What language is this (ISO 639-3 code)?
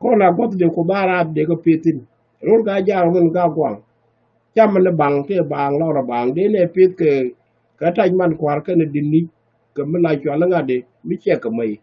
nus